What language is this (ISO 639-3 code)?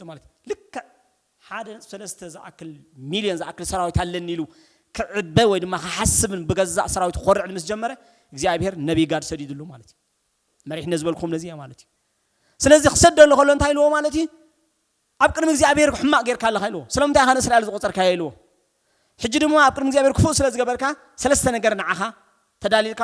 tir